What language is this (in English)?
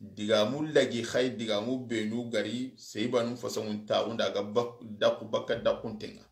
Soninke